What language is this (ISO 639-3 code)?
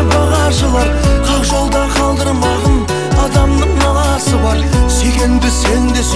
kaz